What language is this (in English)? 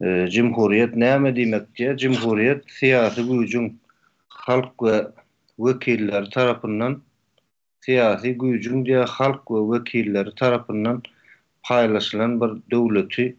Turkmen